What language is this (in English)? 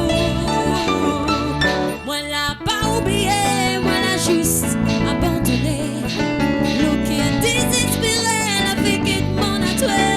Réunion Creole French